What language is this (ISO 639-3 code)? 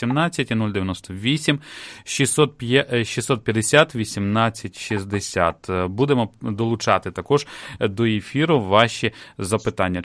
ukr